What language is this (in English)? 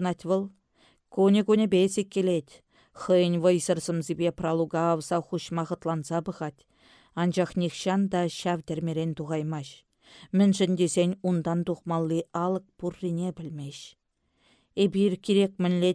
Chuvash